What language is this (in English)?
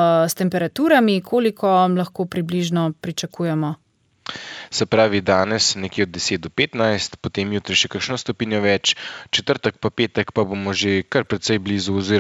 Slovenian